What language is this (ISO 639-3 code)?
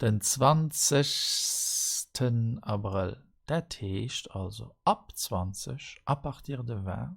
ltz